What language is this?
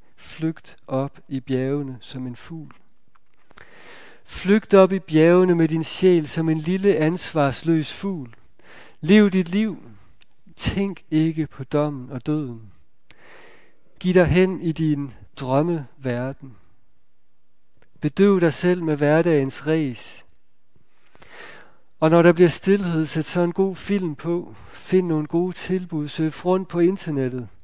Danish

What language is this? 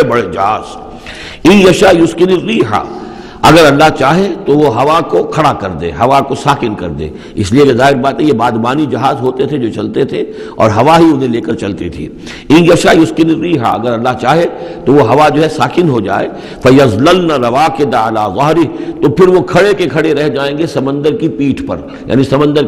Urdu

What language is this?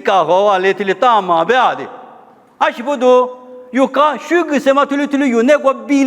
Lisu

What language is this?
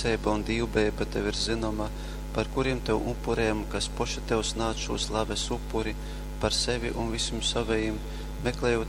Latgalian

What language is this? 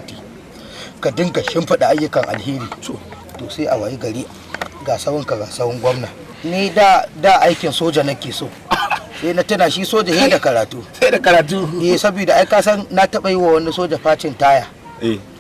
Hausa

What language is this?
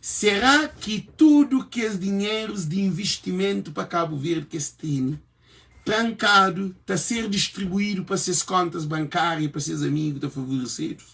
Kabuverdianu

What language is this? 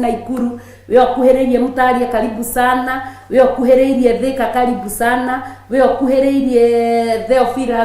Kikuyu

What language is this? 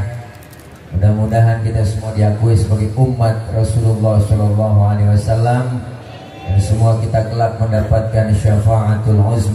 Betawi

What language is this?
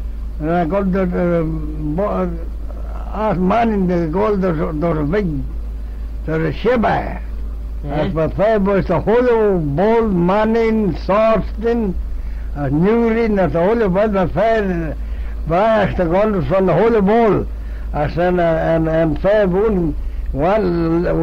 Manx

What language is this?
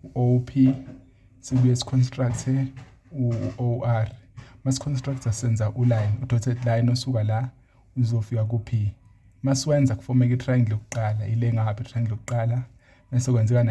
Zulu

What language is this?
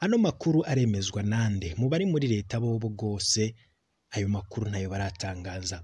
Rundi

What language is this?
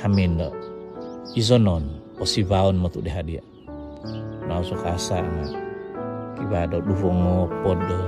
Central Dusun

